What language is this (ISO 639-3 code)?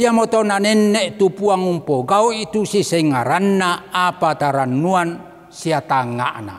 sda